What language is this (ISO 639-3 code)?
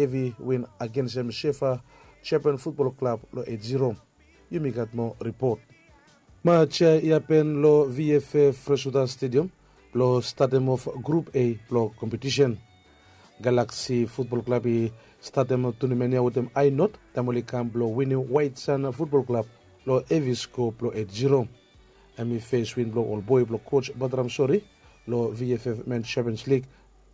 bis